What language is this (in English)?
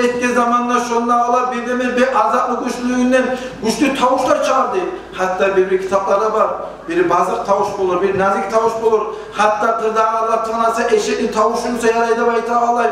Kumyk